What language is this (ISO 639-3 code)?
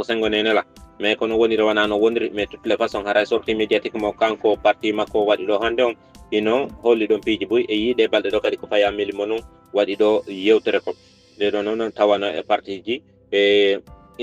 ful